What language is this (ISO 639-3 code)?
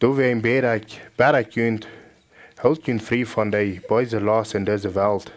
pdt